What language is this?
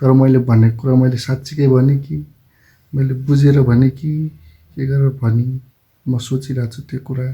Nepali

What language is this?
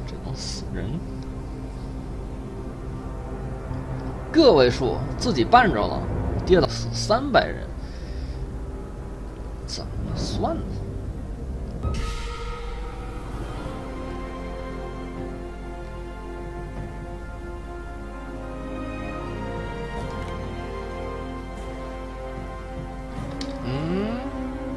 Chinese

